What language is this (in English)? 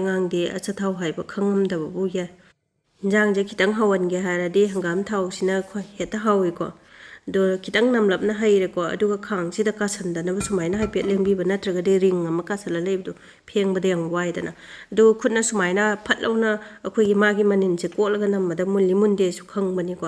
Manipuri